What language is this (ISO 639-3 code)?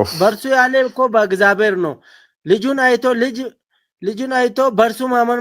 amh